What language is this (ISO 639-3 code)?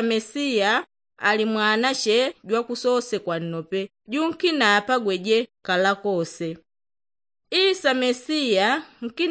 yao